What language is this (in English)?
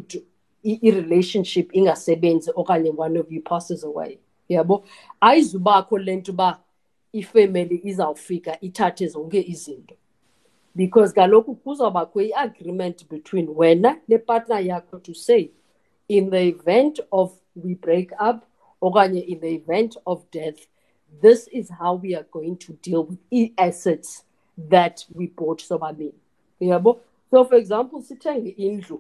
Xhosa